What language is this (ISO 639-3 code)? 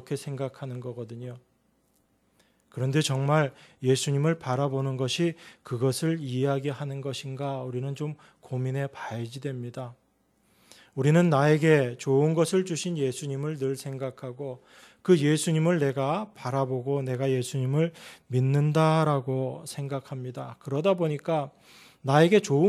kor